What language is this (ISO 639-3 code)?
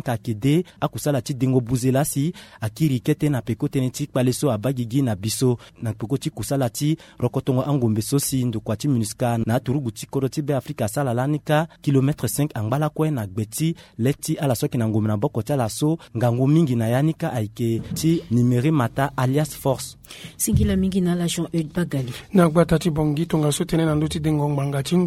sag